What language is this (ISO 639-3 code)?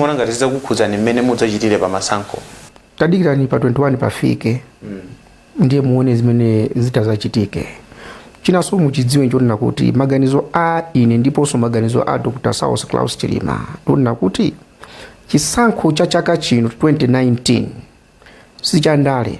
nya